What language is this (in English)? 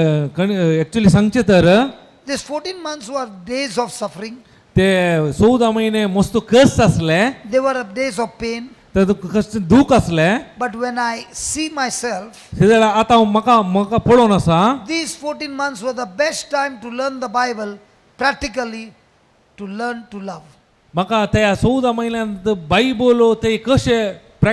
Konkani